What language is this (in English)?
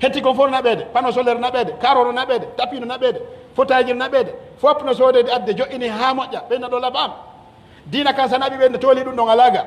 Pular